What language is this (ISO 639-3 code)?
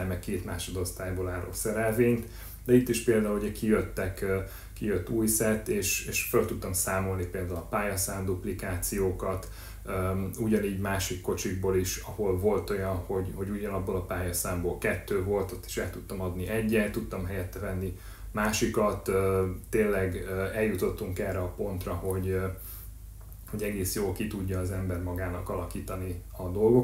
hun